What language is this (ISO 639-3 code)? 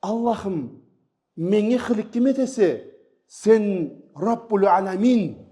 krc